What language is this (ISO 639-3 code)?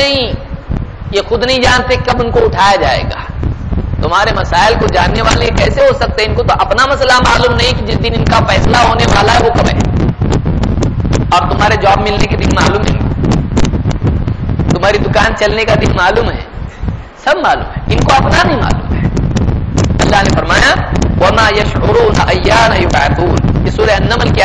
urd